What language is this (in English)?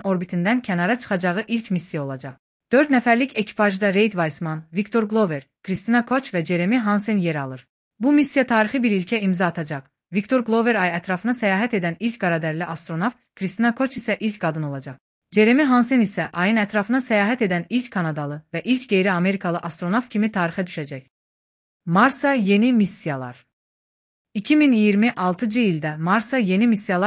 Azerbaijani